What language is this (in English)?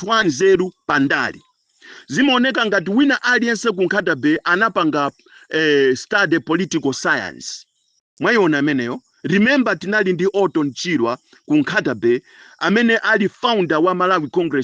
Nyanja